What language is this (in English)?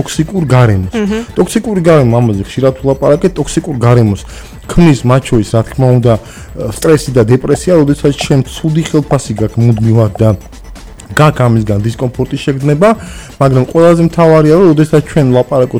Georgian